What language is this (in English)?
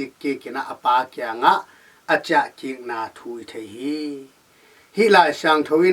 Tedim Chin